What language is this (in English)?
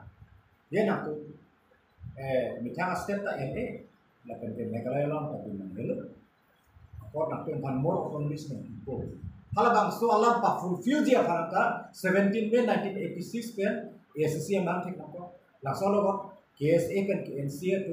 Karbi